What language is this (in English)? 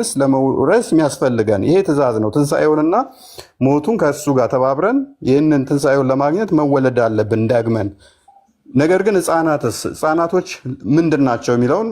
Amharic